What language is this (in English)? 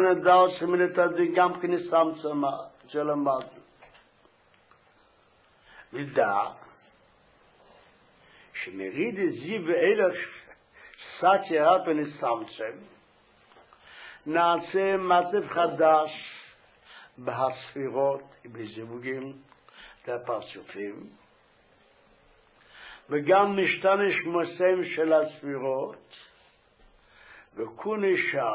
Hebrew